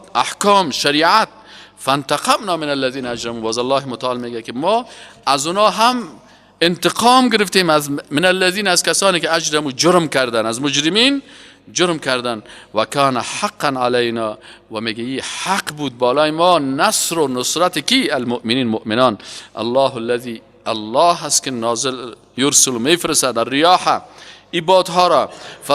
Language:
Persian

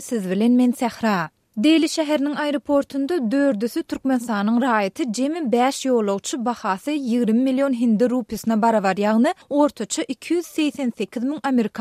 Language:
Turkmen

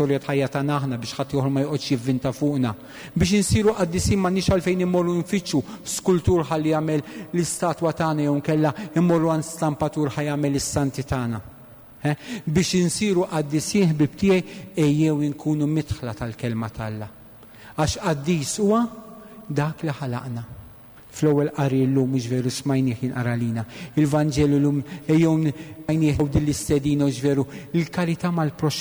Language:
Maltese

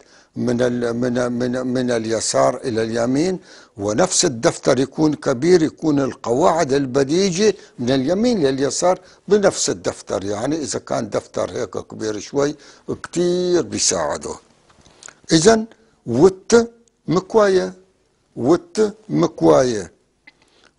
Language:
North Levantine Arabic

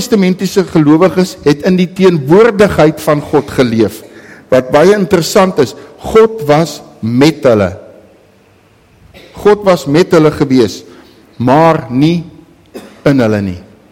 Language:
Afrikaans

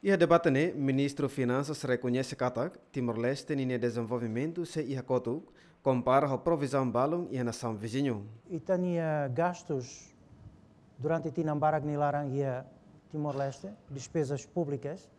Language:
Tetum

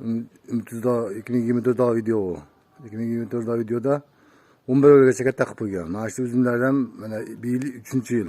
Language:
Uzbek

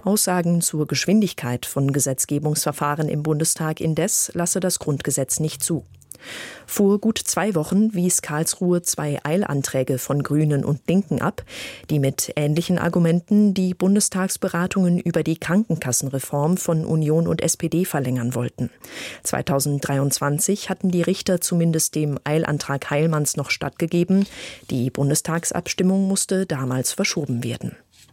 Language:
German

